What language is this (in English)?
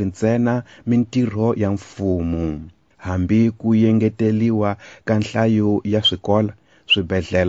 Tsonga